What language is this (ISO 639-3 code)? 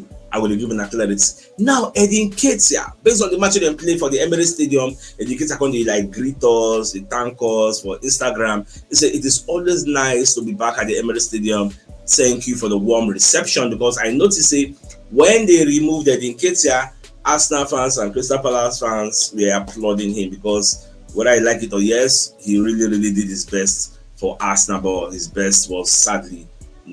pcm